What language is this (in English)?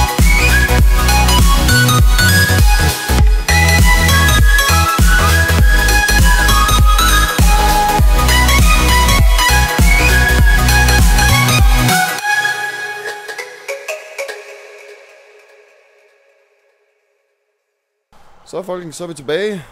Danish